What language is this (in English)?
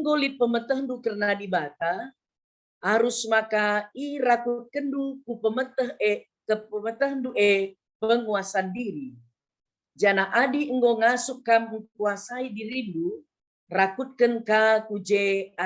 Batak Karo